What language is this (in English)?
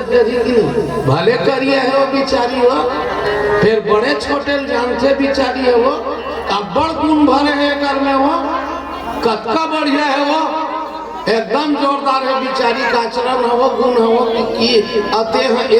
Chhattisgarhi